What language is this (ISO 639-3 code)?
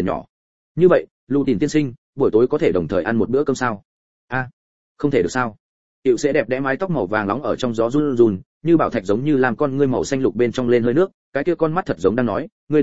vie